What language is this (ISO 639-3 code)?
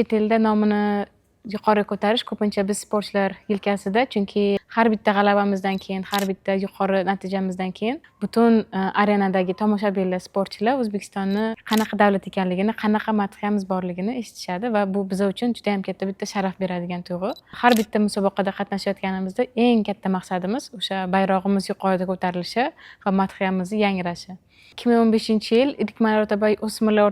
uzb